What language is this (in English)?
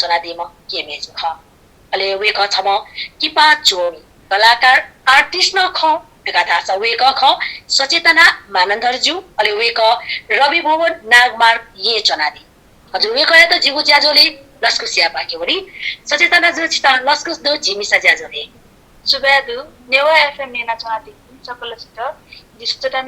Newari